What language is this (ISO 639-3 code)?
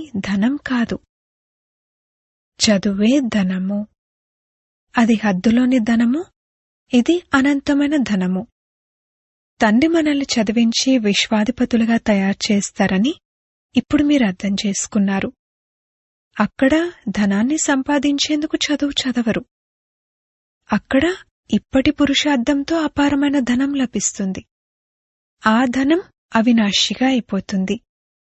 tel